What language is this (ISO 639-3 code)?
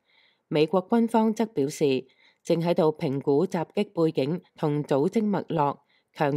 yue